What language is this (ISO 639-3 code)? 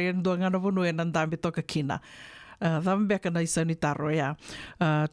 fij